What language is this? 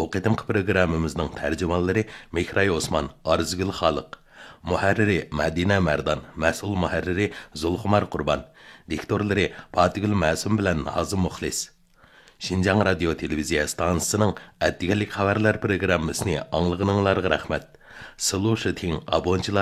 Uyghur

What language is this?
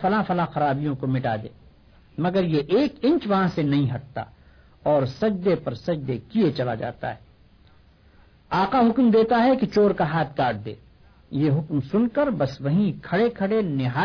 Urdu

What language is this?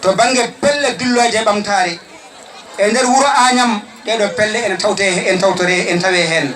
Fula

